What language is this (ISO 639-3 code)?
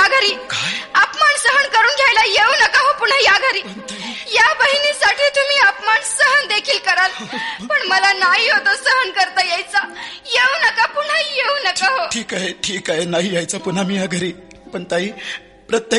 mar